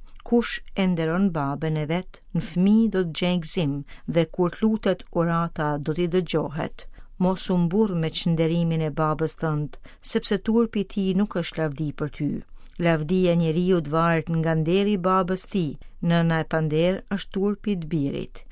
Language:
Albanian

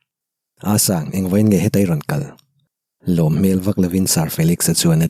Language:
Mizo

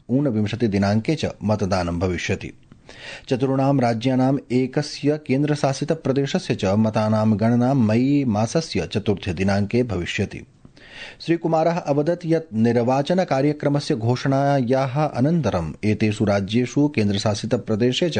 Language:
Sanskrit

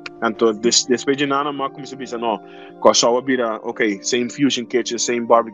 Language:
Papiamento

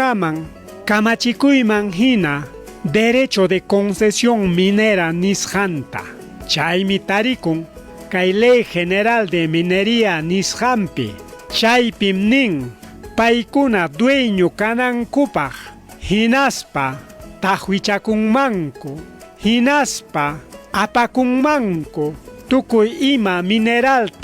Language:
Ayacucho Quechua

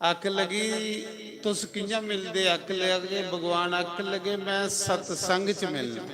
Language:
Dogri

